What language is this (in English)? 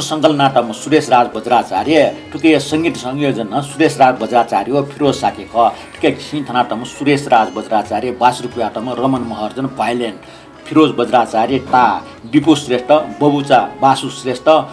Newari